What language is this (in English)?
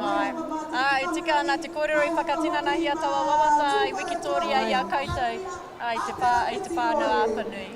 Māori